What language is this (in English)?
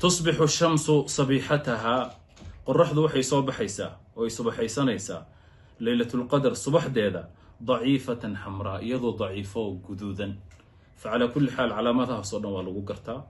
Somali